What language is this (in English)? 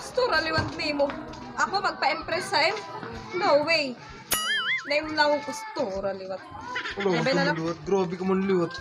Waray